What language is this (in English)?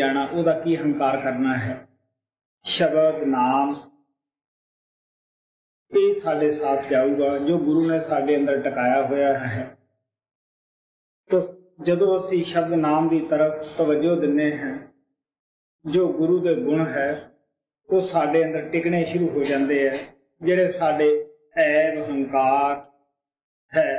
Punjabi